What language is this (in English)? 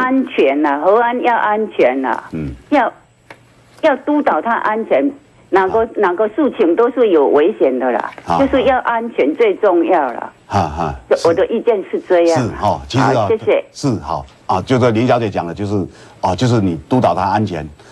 Chinese